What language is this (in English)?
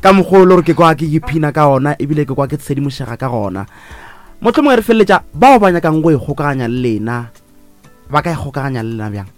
Northern Sotho